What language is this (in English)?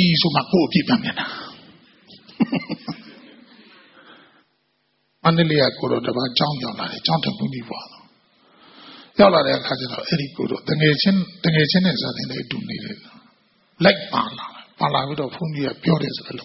Burmese